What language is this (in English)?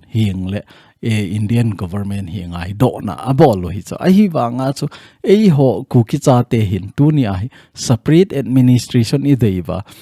Thado Chin